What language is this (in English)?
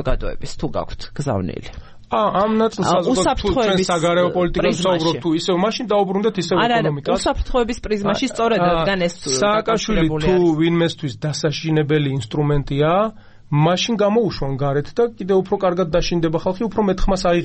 Georgian